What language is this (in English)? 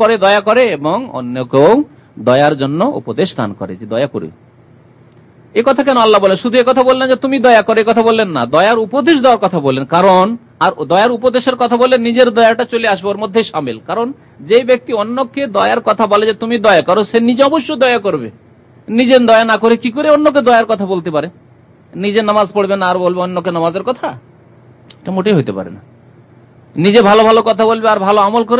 Bangla